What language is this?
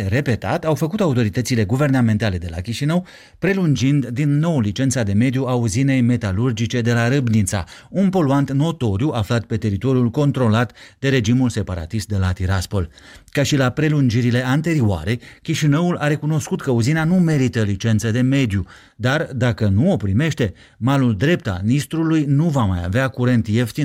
Romanian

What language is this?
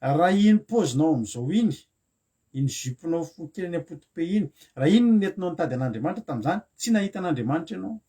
Malagasy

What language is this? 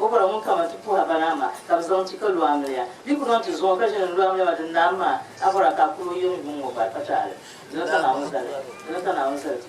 Dagbani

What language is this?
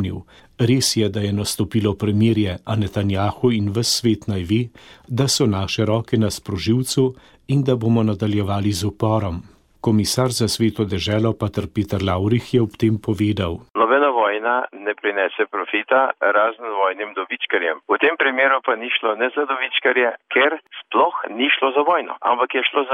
Slovenian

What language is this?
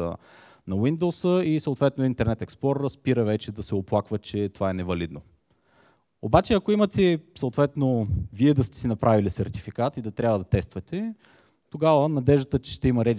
Bulgarian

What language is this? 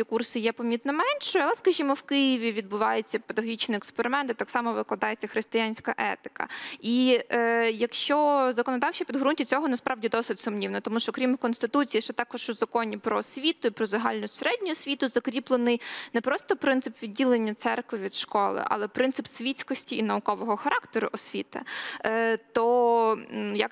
Ukrainian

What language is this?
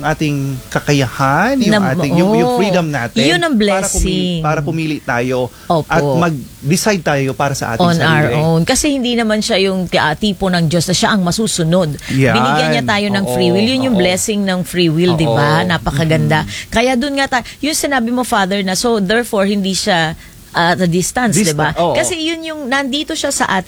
Filipino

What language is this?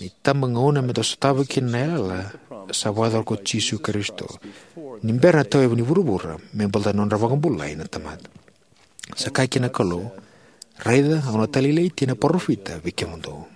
Fijian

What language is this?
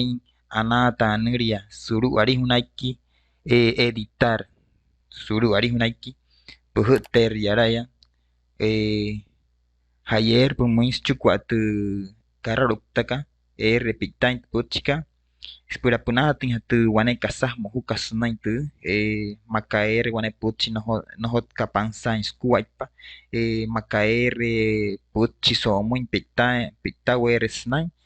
Wayuu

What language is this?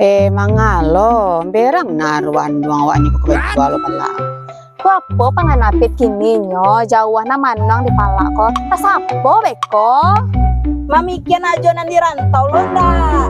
Minangkabau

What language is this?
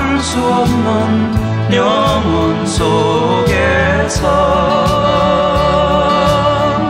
Korean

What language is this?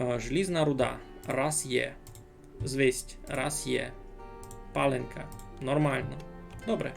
Rusyn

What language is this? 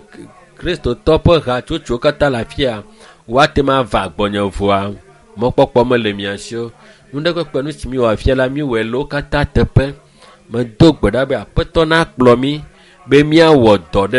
Ewe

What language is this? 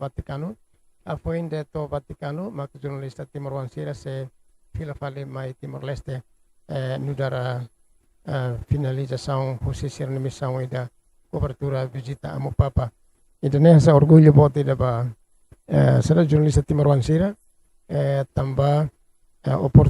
Tetum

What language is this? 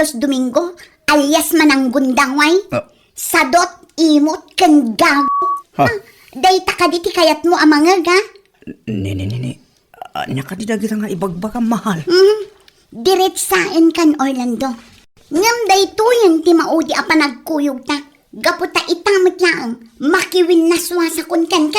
Iloko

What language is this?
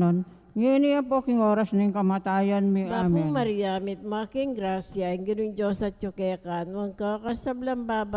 Pampanga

